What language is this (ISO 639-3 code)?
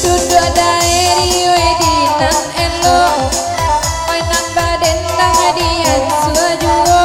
min